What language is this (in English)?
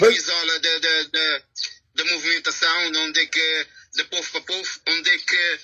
Kabuverdianu